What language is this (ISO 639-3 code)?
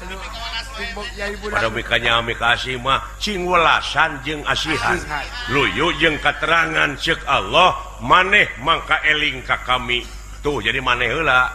sun